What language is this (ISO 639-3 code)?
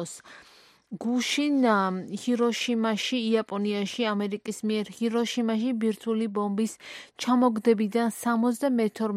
kat